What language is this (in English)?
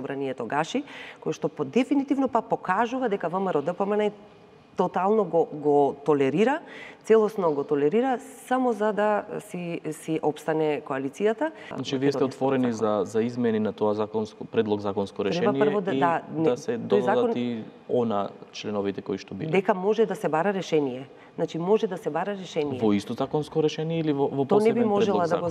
Macedonian